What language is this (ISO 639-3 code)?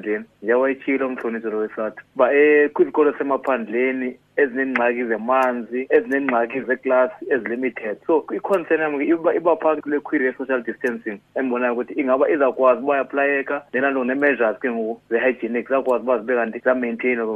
xho